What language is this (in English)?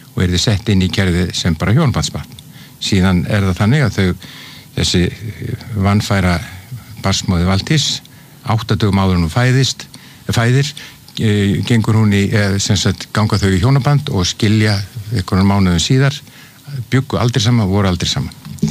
Icelandic